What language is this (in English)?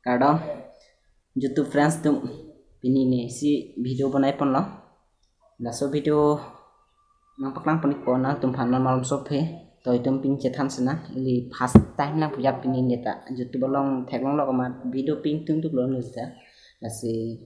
Karbi